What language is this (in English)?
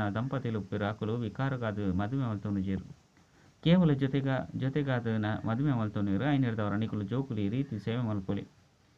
Tulu